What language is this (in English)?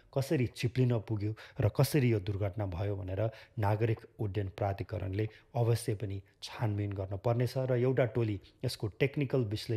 Nepali